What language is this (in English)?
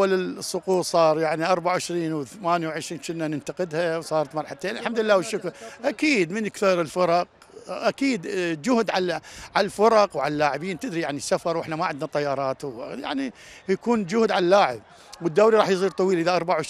Mesopotamian Arabic